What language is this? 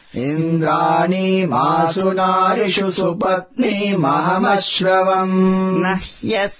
Sanskrit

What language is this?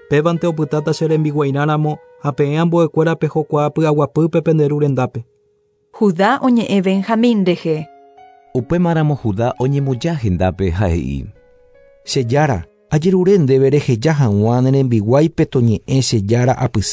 Guarani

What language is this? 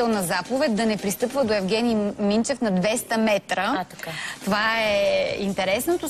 Bulgarian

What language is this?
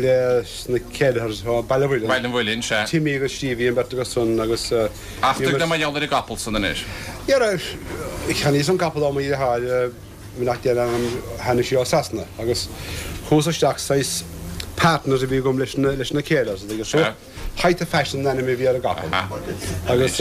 Irish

